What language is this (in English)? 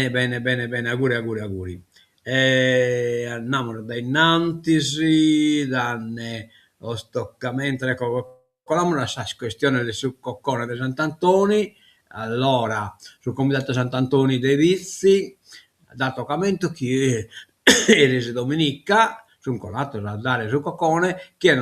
Sardinian